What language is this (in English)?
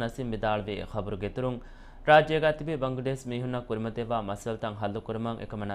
Divehi